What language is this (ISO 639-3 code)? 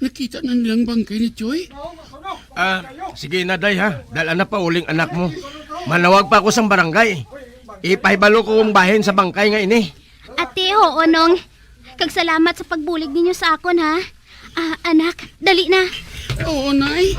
hil